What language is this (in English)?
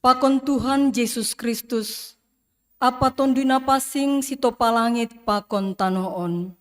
Batak Simalungun